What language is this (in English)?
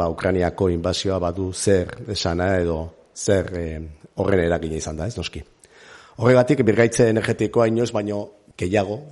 Basque